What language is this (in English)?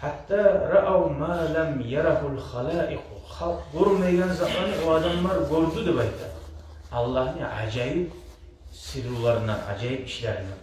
Kumyk